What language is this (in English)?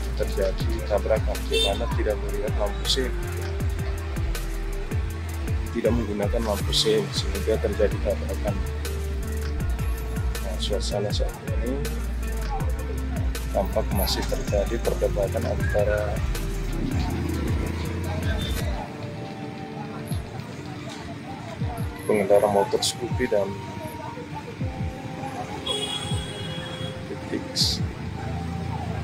Indonesian